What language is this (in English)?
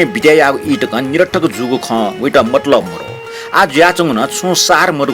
Newari